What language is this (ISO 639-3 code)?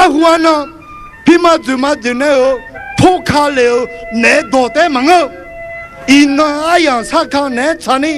ahk